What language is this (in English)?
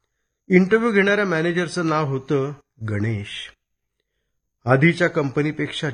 Marathi